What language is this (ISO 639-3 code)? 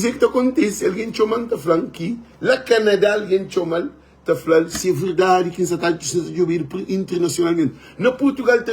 kea